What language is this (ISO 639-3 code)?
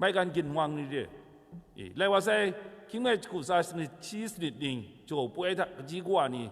kac